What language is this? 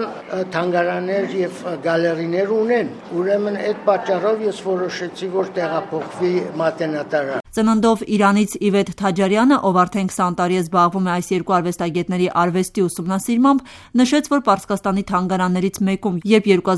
Armenian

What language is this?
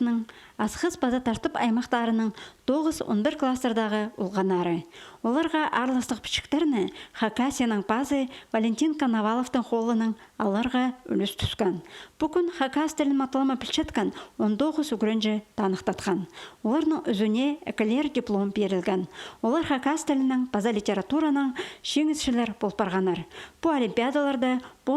Khakas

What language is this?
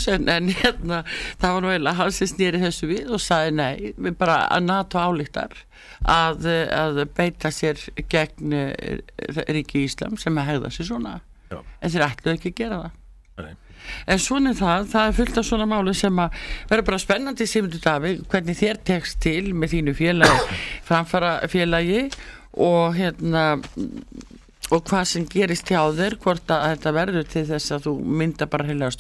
Icelandic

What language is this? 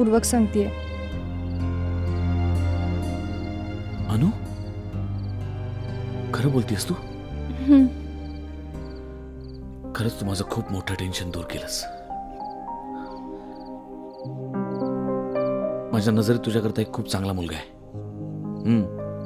Marathi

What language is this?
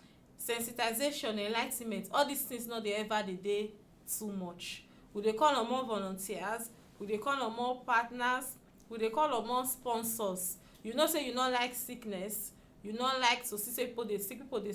Nigerian Pidgin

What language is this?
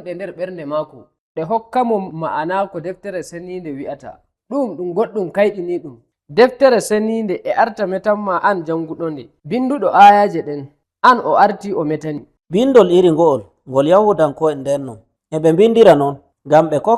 Nigerian Fulfulde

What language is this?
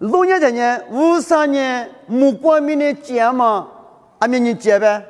Lisu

